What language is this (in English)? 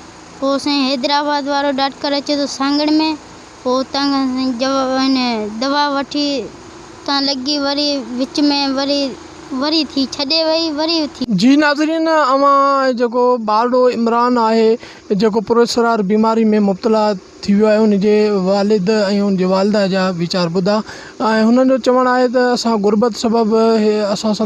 Sindhi